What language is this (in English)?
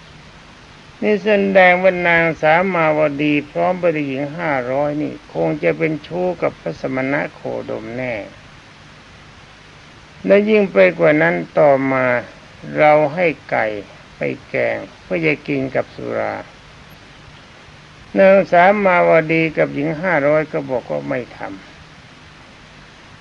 Thai